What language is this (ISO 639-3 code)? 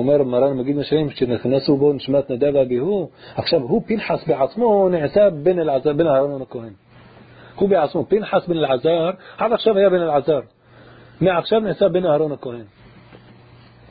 heb